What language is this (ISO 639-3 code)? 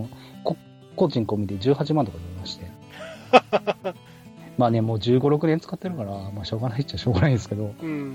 jpn